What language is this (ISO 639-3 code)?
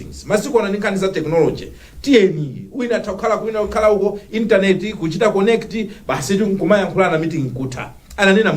nya